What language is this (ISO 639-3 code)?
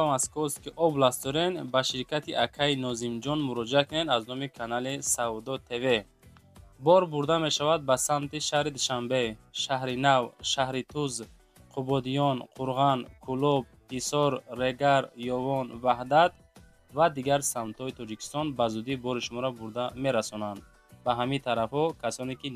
tgk